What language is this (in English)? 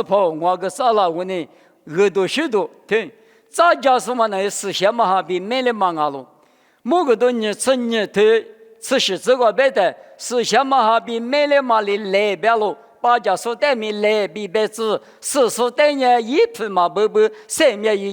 Lisu